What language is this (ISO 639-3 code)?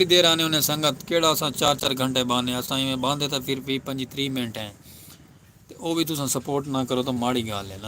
skr